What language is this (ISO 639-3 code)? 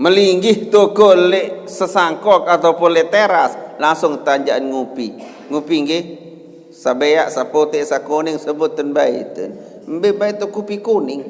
sas